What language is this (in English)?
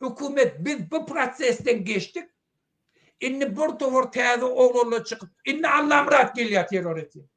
Turkmen